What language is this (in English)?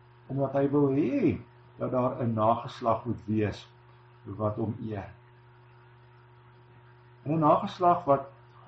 Afrikaans